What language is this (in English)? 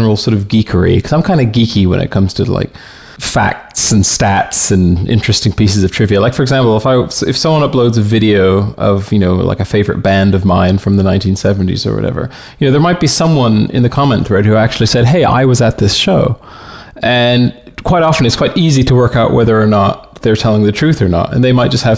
English